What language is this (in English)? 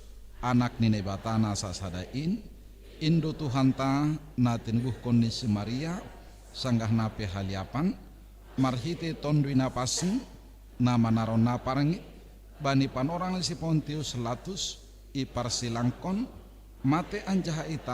Batak Simalungun